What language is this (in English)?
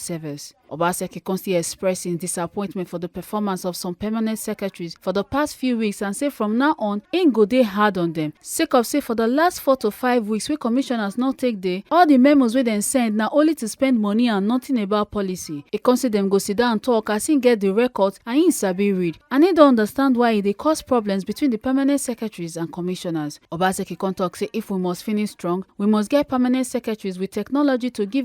Nigerian Pidgin